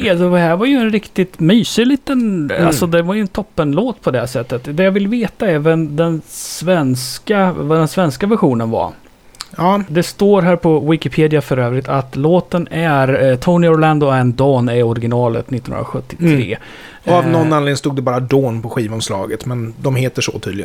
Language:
Swedish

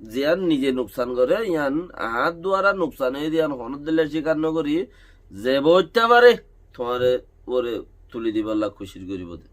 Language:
Rohingya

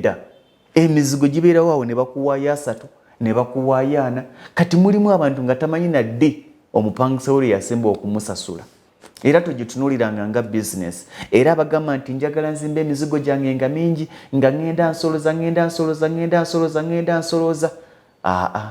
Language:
Ganda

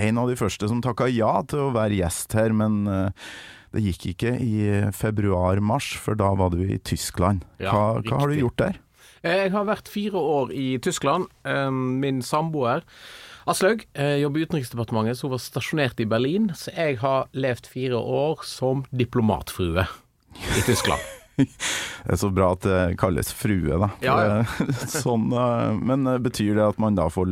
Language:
Norwegian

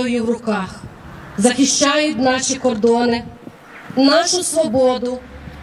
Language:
Ukrainian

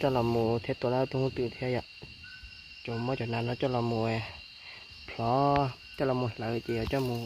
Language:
Hmong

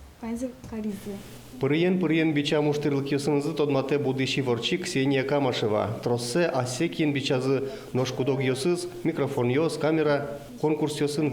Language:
Udmurt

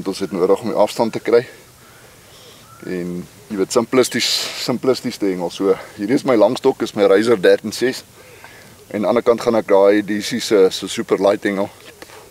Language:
Afrikaans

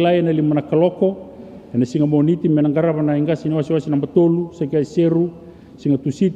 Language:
Fijian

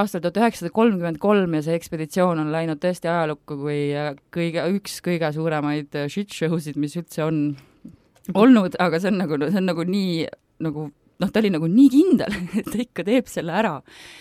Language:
Estonian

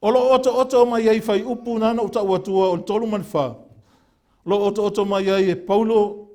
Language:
Samoan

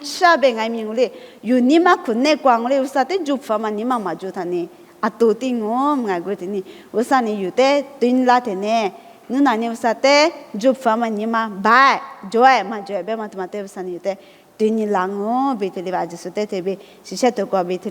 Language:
Lisu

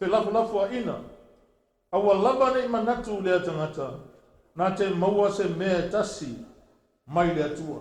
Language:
Samoan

